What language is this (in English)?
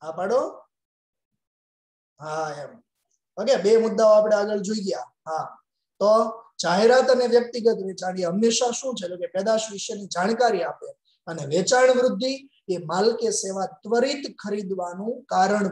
Gujarati